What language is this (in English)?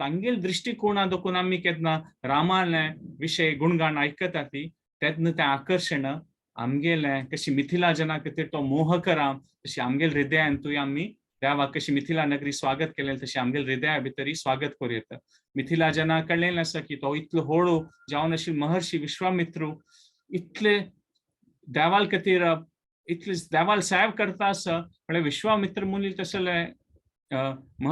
Konkani